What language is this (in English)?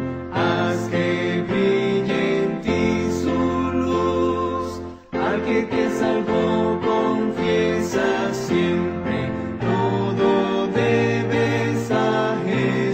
Spanish